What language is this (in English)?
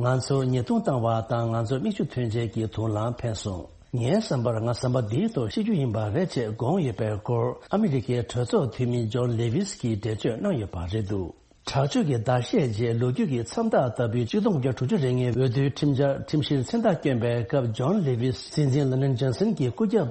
Tibetan